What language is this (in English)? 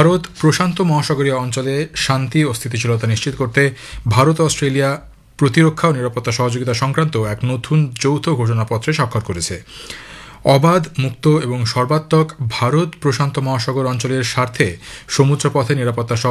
Bangla